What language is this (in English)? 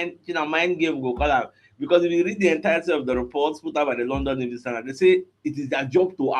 Nigerian Pidgin